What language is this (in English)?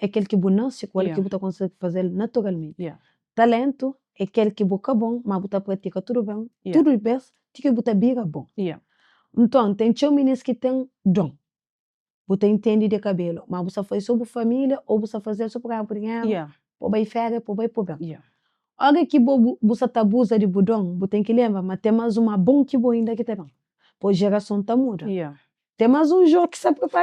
Kabuverdianu